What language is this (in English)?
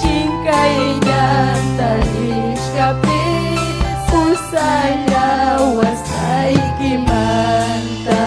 Ayacucho Quechua